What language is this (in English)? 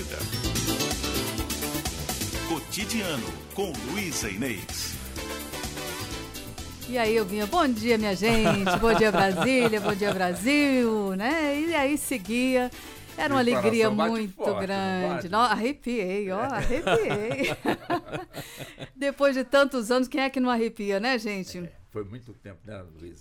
Portuguese